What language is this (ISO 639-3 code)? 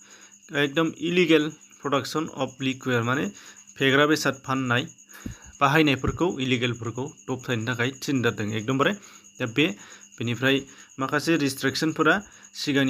brx